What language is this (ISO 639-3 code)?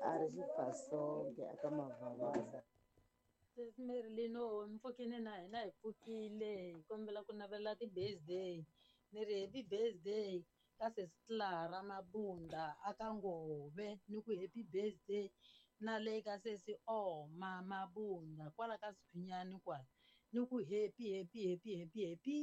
tso